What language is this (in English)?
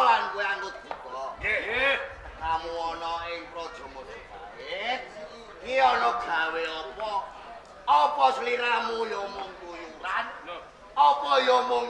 Javanese